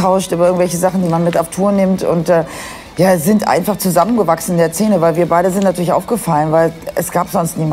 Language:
German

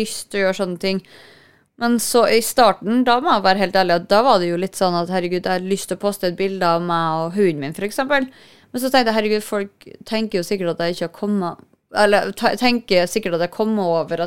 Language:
Norwegian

